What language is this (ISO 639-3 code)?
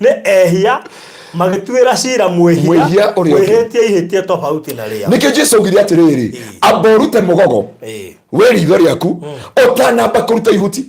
kik